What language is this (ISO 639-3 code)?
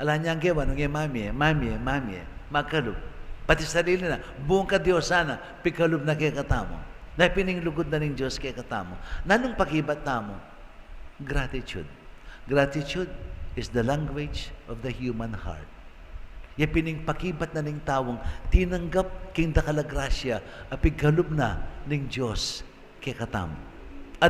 pam